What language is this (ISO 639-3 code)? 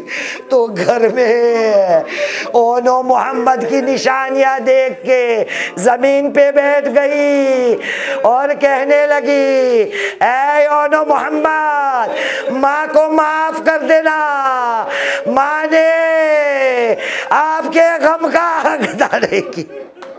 hin